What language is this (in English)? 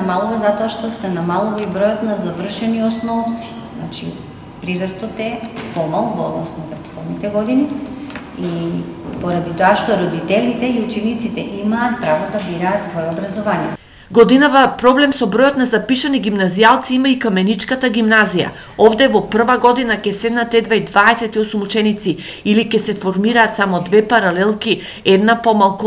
Macedonian